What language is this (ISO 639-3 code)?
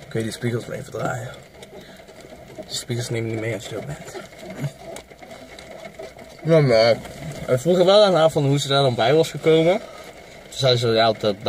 nld